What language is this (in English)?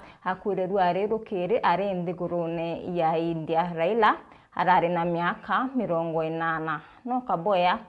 Meru